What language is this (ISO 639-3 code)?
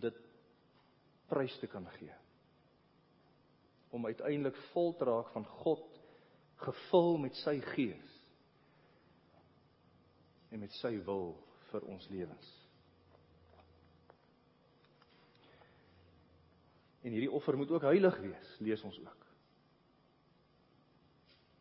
afr